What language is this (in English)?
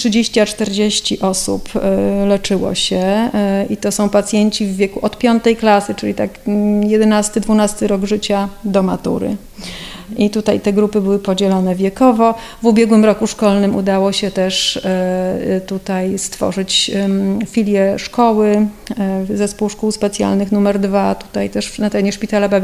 Polish